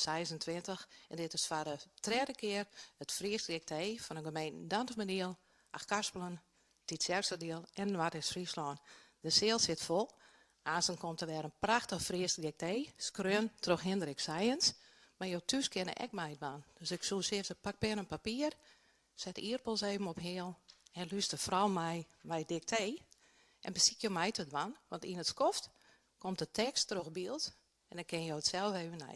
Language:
Western Frisian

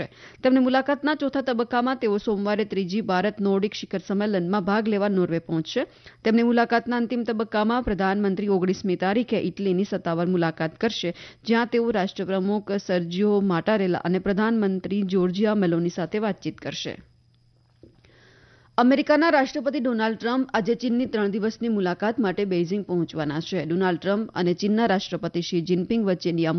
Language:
Gujarati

